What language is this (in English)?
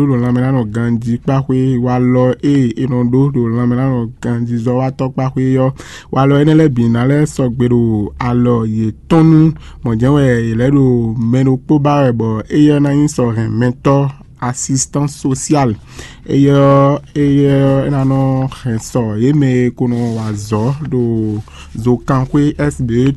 Fon